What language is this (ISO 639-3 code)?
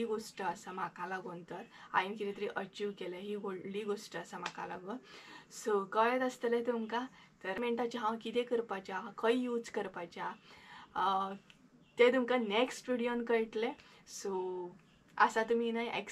kok